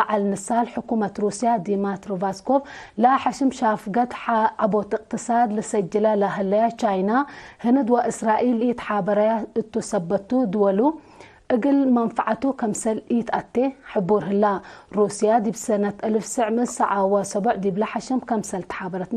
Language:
Tigre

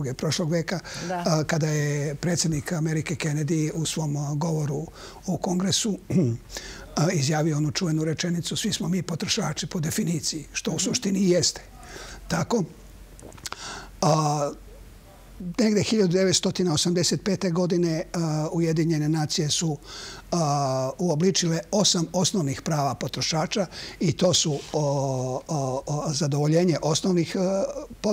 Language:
Serbian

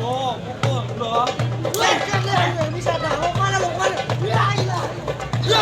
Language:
Betawi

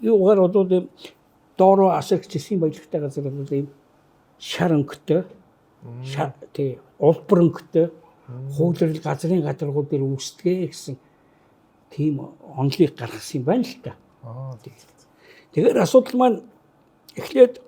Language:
Mongolian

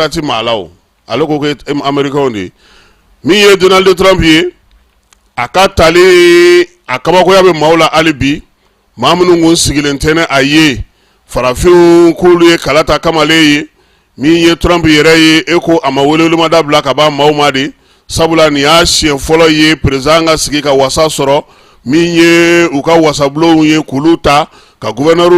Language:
Bambara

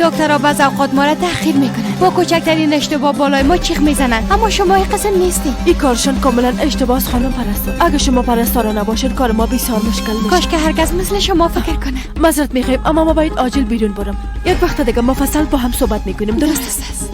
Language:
Persian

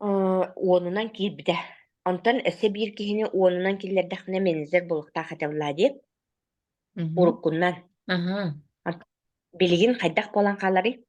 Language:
Yakut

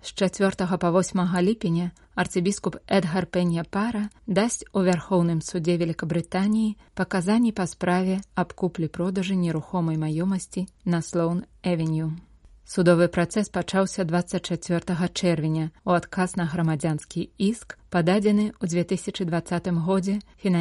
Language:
Belarusian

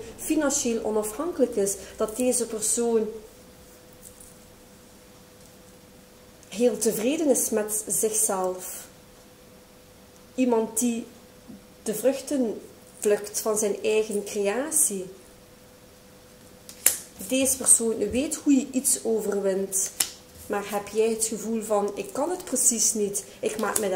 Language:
Dutch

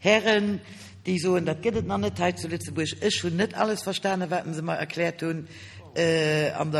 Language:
Luxembourgish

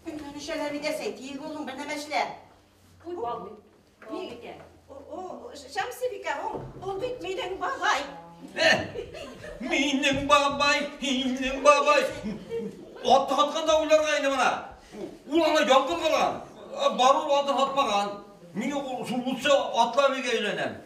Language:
Bashkir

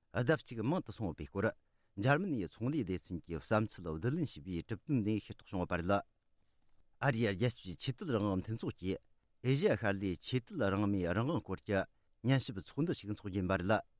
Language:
Tibetan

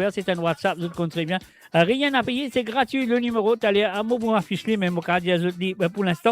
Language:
Morisyen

